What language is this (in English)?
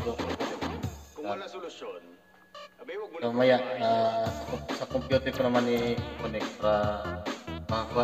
Filipino